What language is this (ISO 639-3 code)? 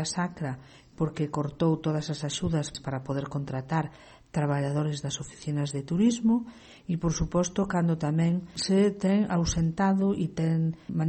glg